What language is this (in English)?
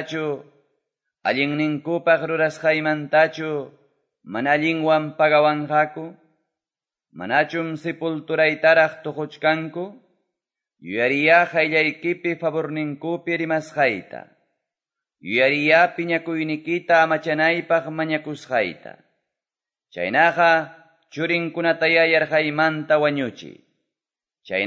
Quechua